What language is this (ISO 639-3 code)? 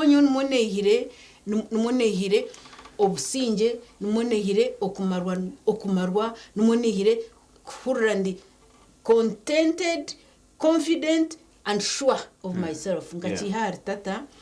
nyn